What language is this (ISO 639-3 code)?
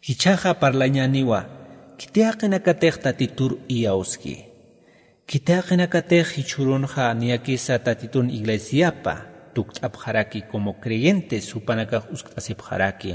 aym